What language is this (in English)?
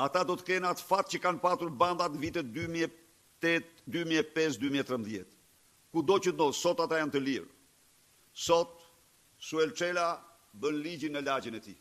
Albanian